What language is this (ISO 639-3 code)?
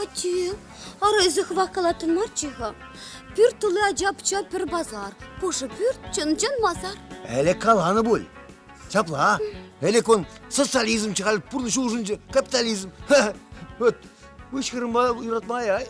chv